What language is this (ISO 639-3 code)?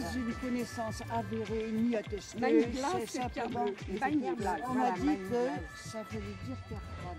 fra